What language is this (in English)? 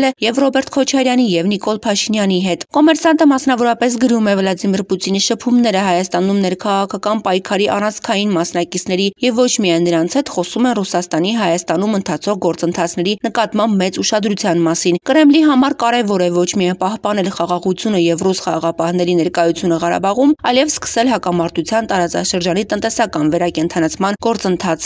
Armenian